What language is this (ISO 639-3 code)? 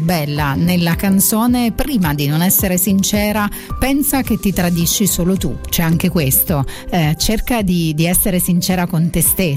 ita